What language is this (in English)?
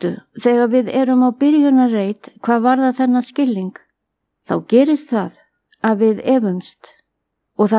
Icelandic